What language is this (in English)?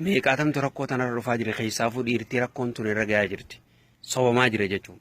Oromo